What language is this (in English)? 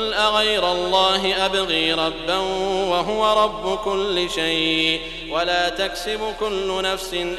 Arabic